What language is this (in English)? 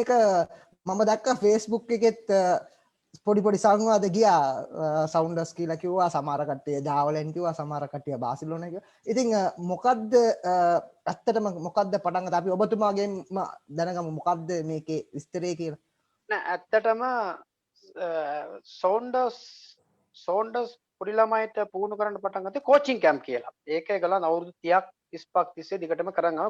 Sinhala